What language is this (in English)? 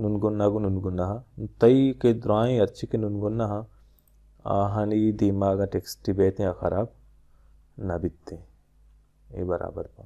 Baluchi